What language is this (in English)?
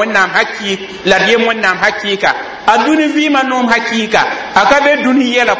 Mossi